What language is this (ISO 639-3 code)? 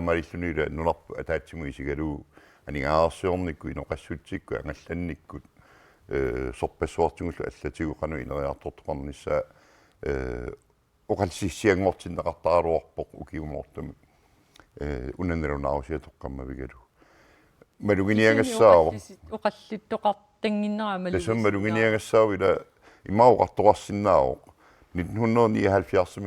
kal